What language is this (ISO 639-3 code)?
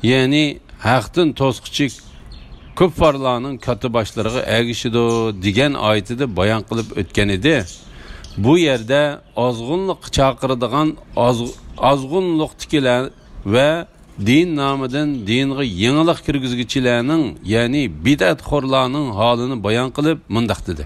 uig